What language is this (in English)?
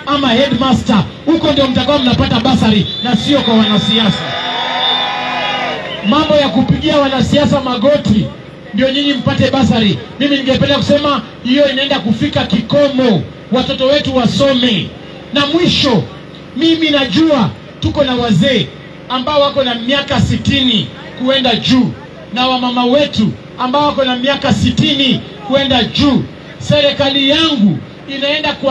Swahili